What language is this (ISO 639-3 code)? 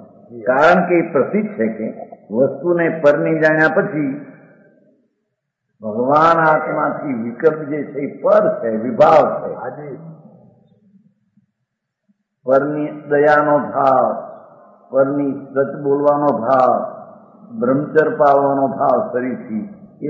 guj